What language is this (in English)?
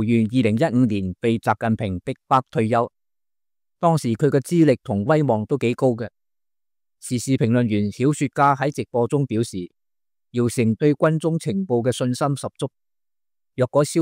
Cantonese